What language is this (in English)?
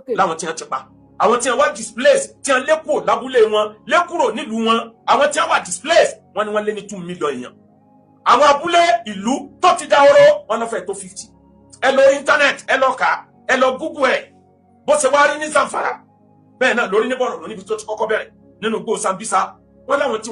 Yoruba